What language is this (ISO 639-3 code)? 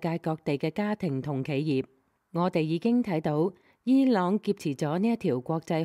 yue